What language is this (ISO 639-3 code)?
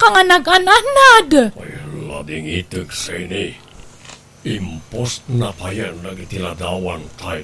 ilo